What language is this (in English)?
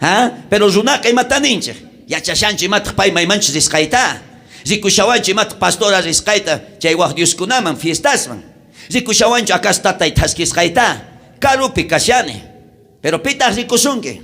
South Bolivian Quechua